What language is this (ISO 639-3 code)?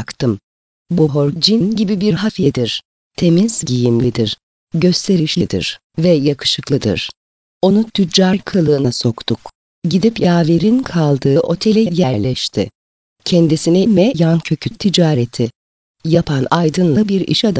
tur